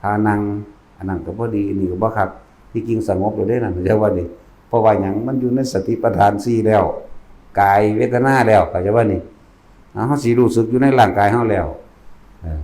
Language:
Northeastern Thai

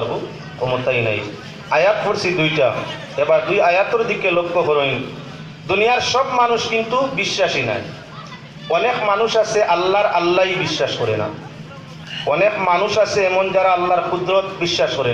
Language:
Sylheti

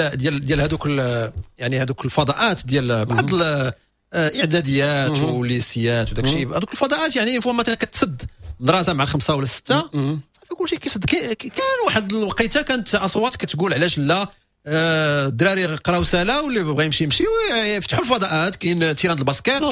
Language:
Moroccan Arabic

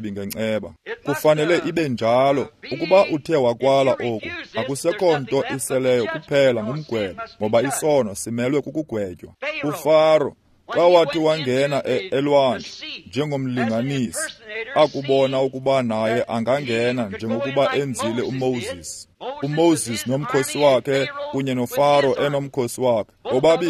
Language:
Xhosa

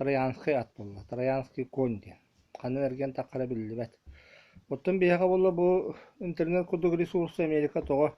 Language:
Yakut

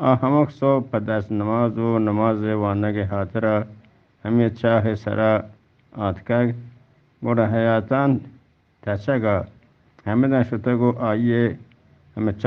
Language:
Eastern Balochi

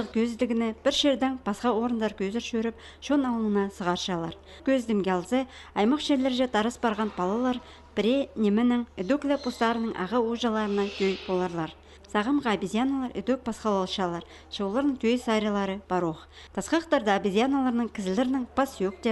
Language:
Khakas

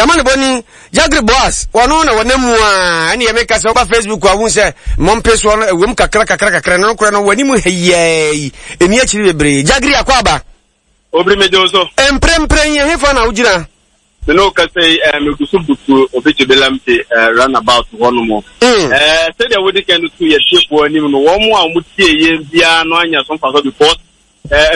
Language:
Akan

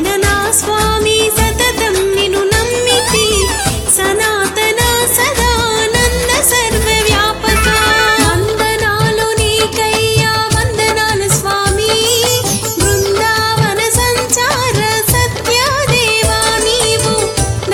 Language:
Telugu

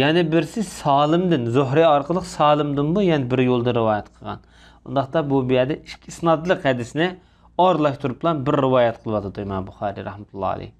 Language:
Uyghur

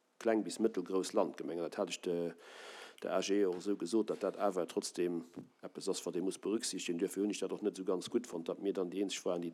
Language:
Luxembourgish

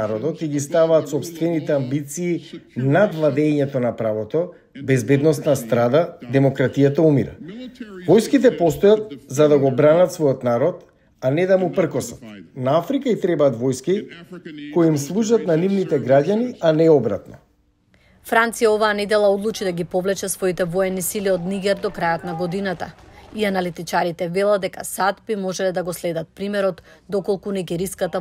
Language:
Macedonian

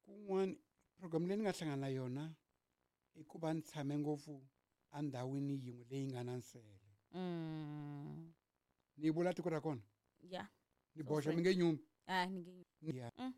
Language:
Tsonga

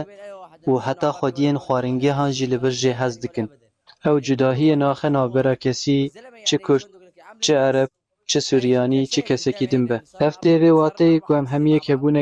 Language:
Kurdish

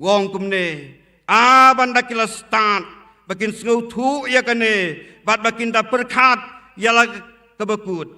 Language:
Khasi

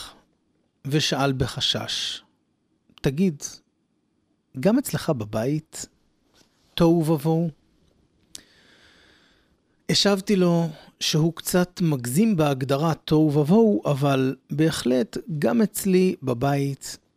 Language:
Hebrew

